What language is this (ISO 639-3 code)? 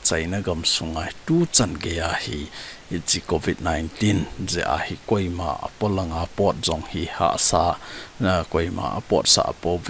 tcz